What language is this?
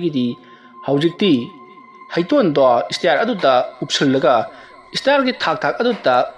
Manipuri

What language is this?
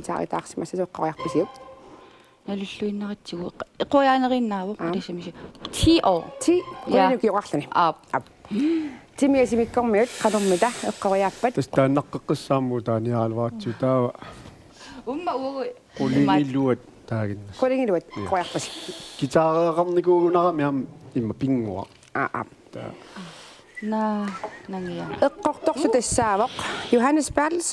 Kalaallisut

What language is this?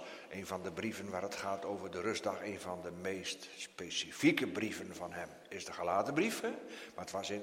Dutch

